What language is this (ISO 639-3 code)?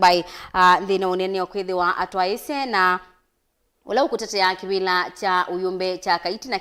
kam